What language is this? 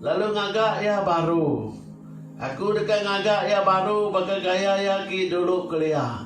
Iban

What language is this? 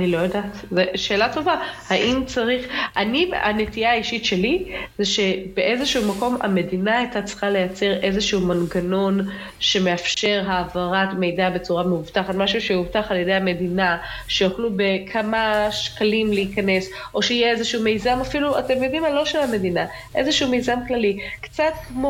Hebrew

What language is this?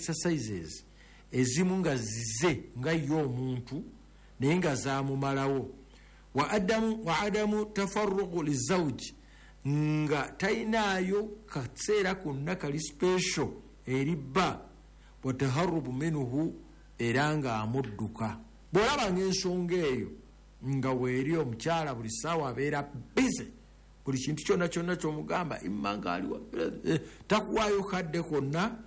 Ganda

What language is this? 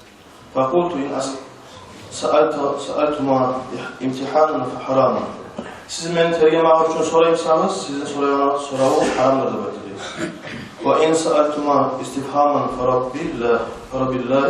Kumyk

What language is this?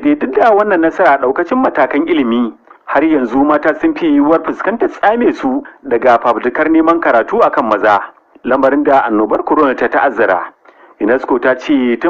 Hausa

